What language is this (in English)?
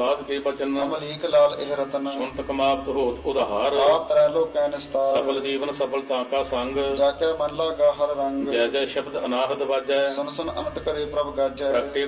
Punjabi